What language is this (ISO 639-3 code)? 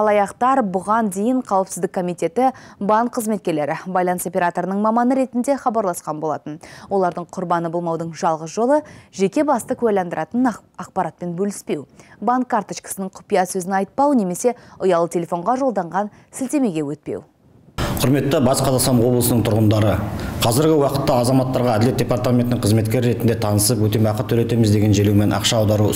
kaz